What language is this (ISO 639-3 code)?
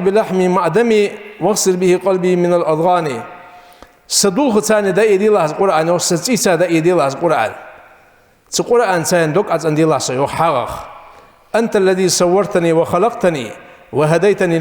inh